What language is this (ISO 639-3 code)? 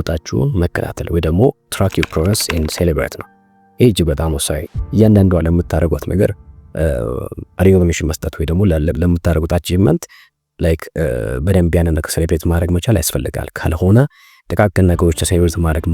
amh